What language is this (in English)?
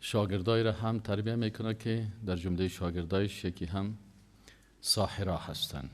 Persian